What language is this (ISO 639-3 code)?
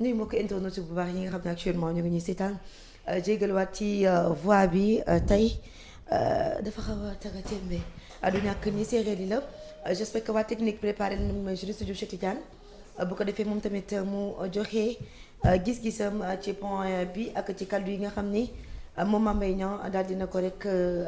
wol